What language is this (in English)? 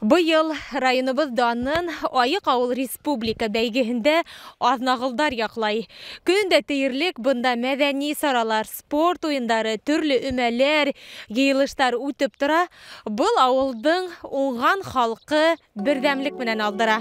Bashkir